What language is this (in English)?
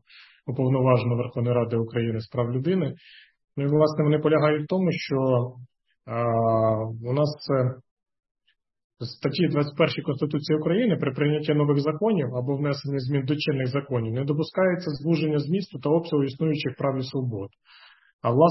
Ukrainian